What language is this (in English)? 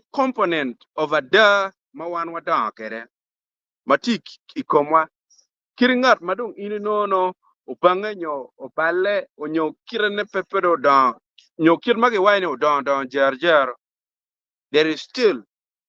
Acoli